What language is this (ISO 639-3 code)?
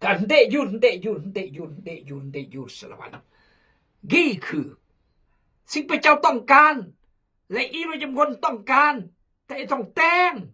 kjg